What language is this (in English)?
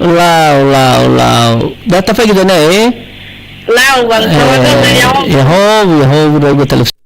Nias